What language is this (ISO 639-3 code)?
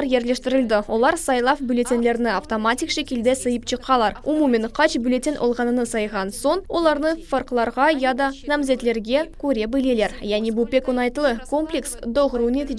crh